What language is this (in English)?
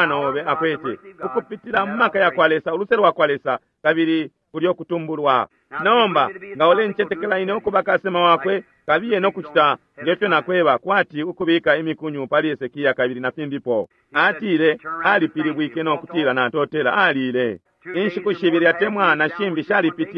Bemba